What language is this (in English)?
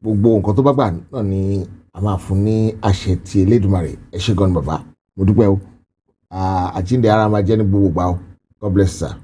Yoruba